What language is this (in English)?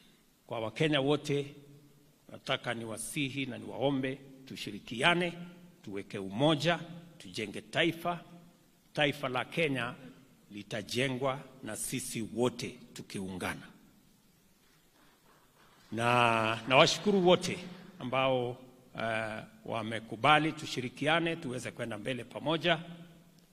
Swahili